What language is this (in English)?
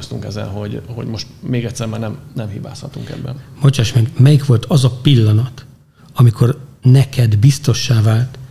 Hungarian